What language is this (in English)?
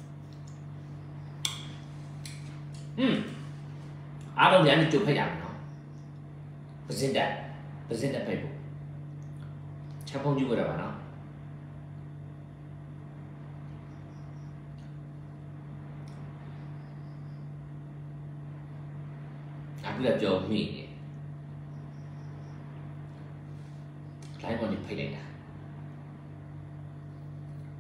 Burmese